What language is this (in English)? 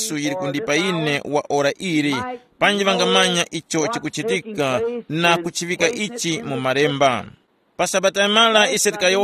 Tumbuka